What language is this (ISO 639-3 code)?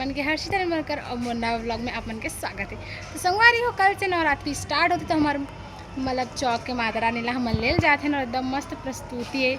hne